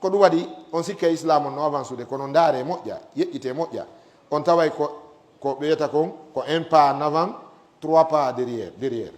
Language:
Fula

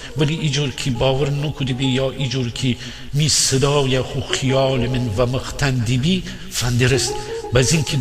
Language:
Gilaki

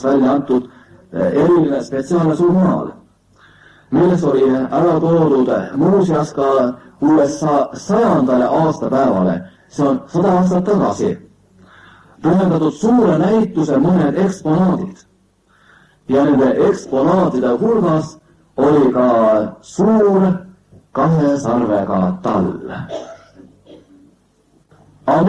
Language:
Estonian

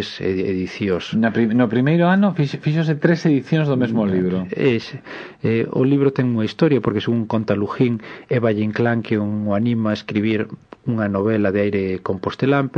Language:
Galician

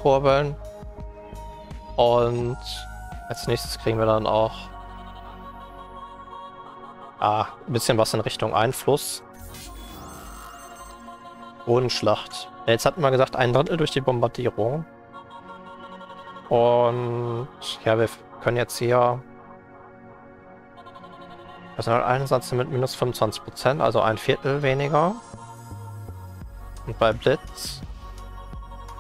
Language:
German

